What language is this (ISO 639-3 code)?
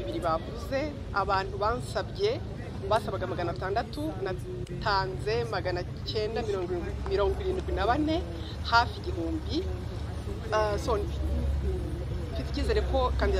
kin